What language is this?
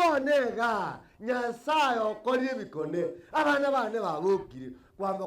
Gusii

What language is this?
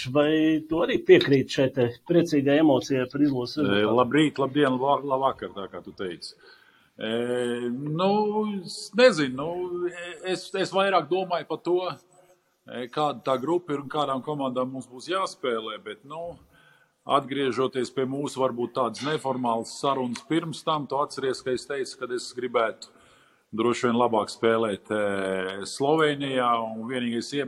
Latvian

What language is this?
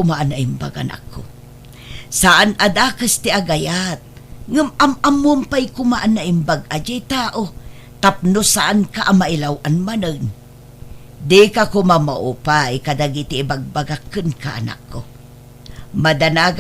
Iloko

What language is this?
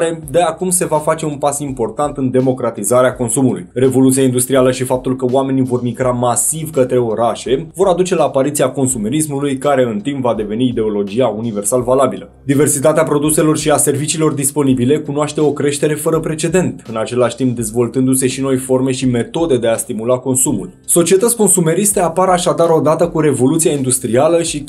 Romanian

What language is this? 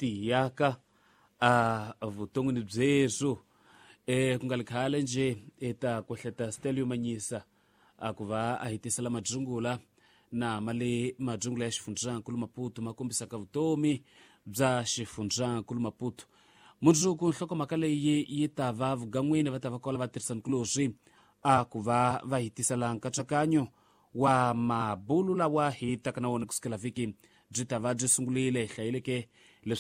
Tsonga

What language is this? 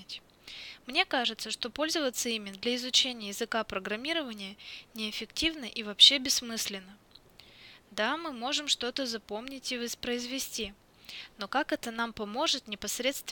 Russian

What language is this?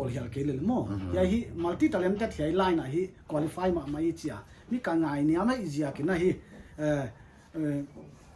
Paite Chin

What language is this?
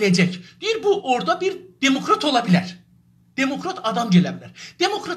South Azerbaijani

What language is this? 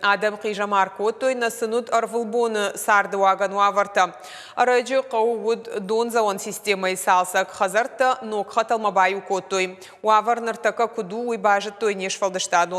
Ossetic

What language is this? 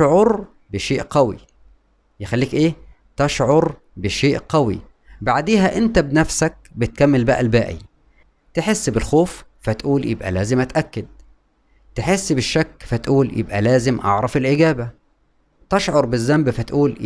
Egyptian Arabic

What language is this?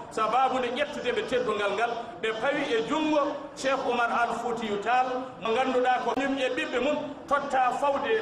Fula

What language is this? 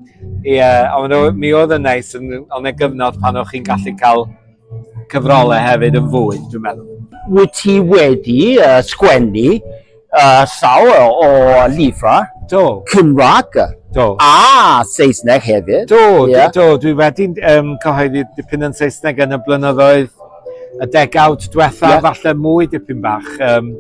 Welsh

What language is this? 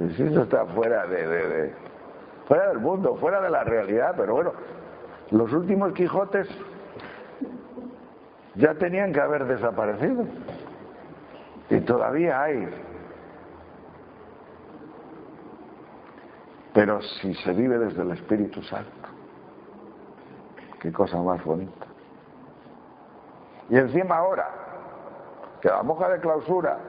Spanish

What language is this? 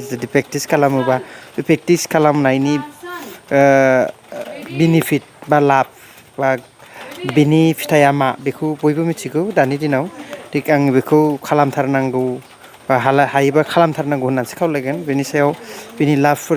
Bodo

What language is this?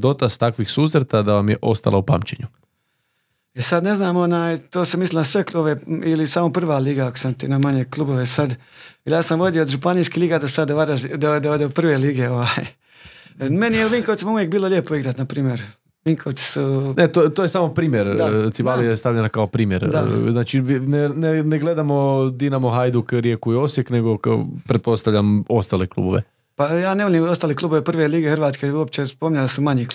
Croatian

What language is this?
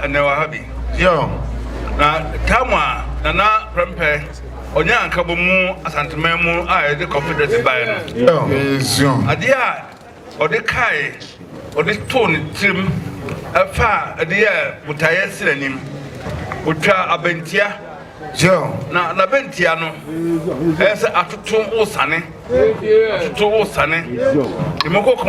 Akan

